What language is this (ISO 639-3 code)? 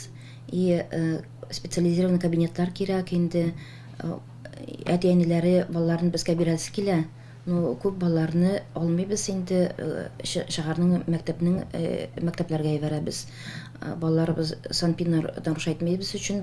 tat